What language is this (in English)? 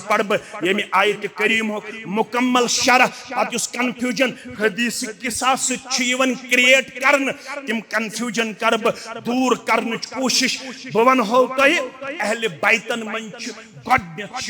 Kashmiri